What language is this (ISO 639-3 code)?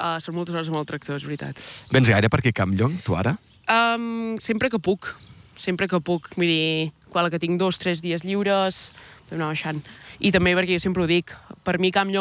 cat